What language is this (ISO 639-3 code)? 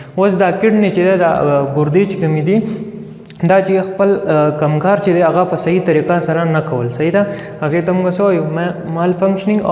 pus